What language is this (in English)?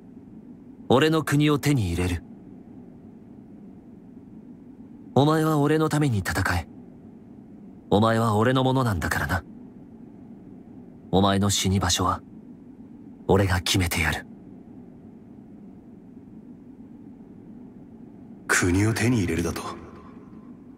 Japanese